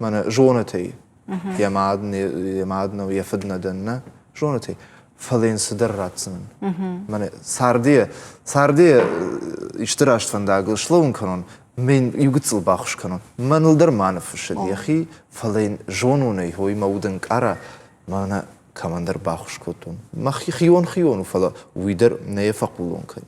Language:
Ossetic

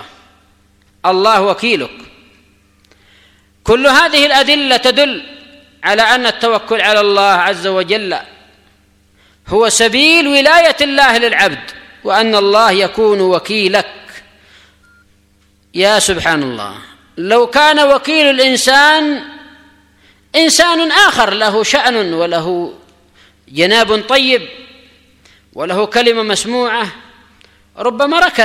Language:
Arabic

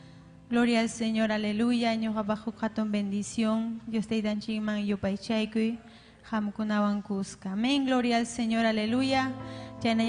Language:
Ayacucho Quechua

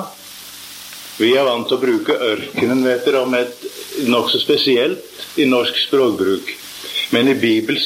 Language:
Norwegian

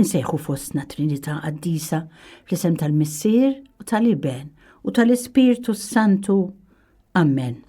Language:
Maltese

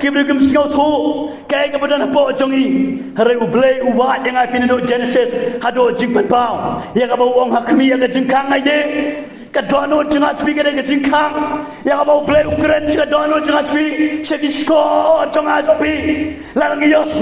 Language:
Khasi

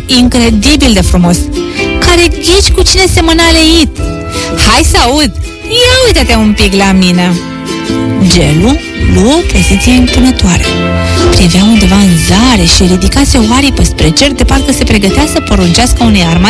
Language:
Romanian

